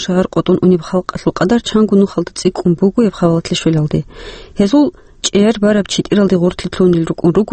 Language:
Avaric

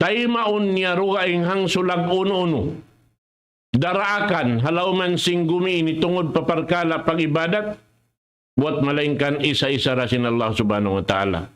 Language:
Tausug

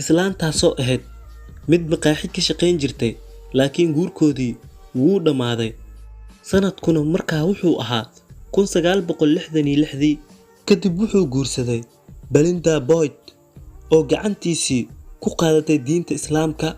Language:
Somali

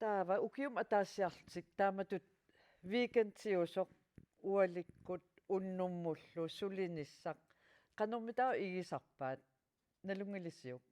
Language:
Kalaallisut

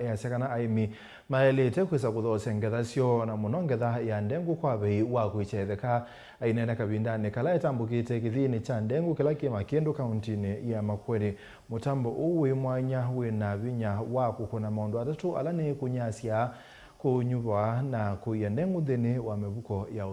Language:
Kamba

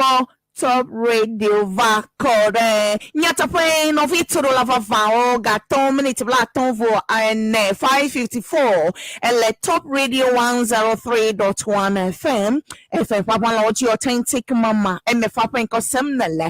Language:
Ewe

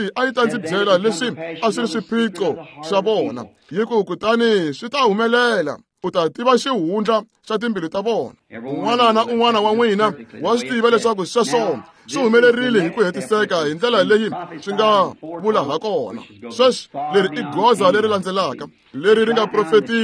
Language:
Tsonga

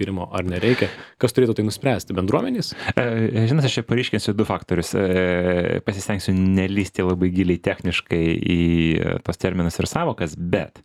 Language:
Lithuanian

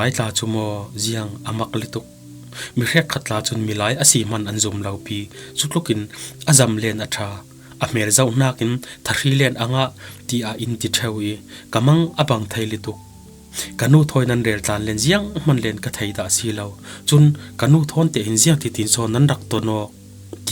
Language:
Falam Chin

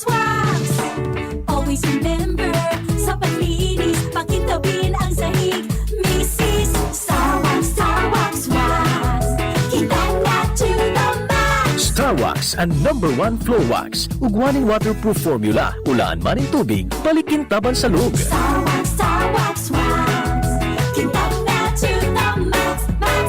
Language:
Bikol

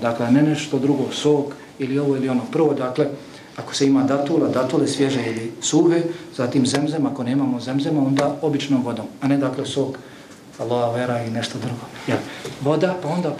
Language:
Bosnian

